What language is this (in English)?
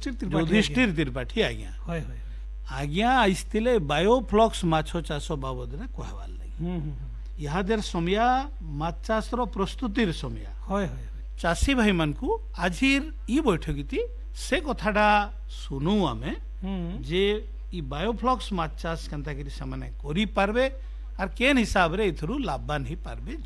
Odia